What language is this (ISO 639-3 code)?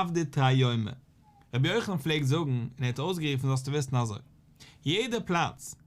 yid